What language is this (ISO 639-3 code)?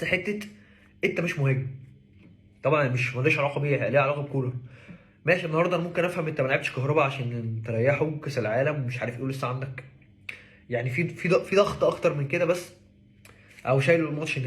arz